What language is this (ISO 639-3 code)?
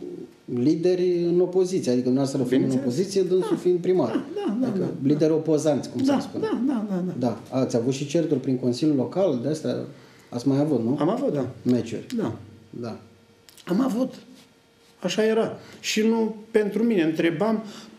ron